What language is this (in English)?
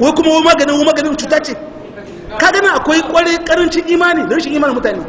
Hausa